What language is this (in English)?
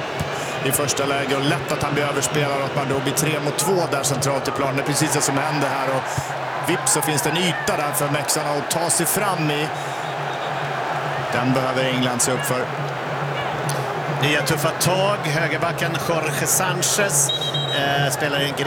Swedish